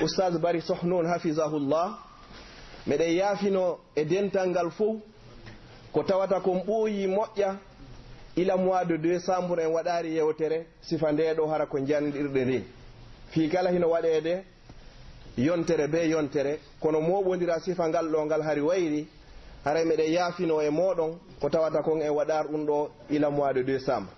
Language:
Pular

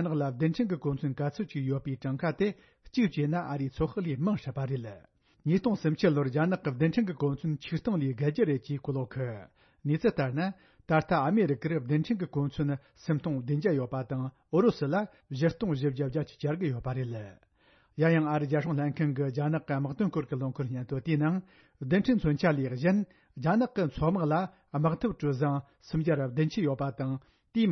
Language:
Tibetan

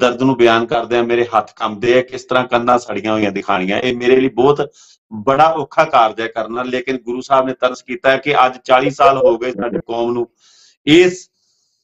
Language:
Punjabi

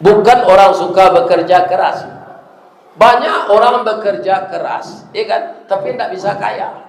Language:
Minangkabau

